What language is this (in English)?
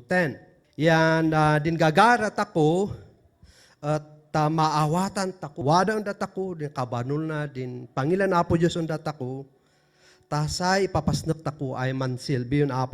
Kankanaey